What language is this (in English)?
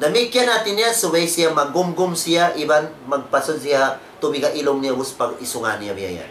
Tausug